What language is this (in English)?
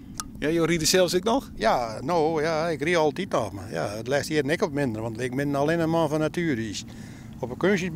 Western Frisian